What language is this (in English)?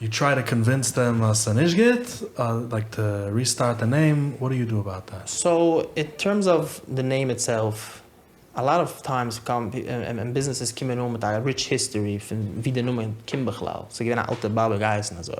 Yiddish